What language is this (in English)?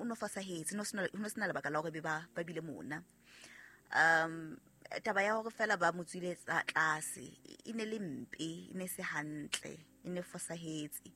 Southern Sotho